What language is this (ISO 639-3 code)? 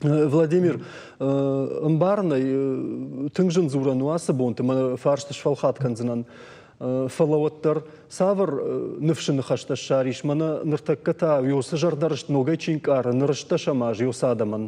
oss